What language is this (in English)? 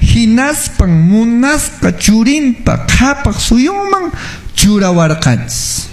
Quechua